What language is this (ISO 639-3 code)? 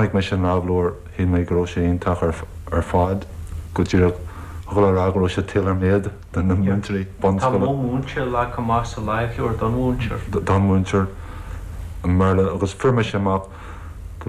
gle